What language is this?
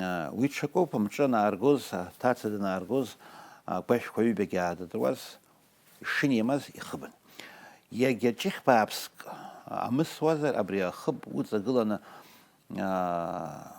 Abkhazian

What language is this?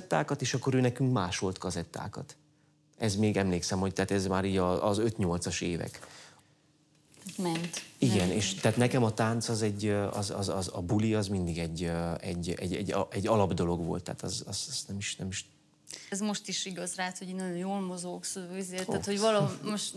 Hungarian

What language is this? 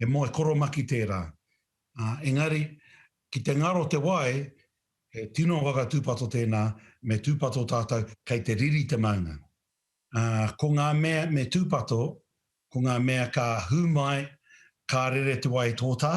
Māori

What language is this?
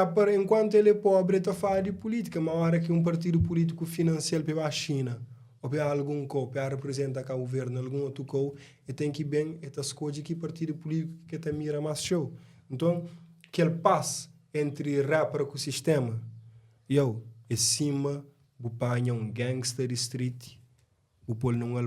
Kabuverdianu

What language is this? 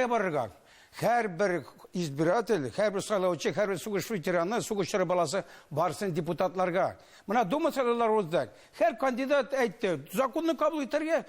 Tatar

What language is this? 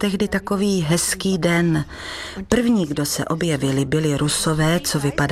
Czech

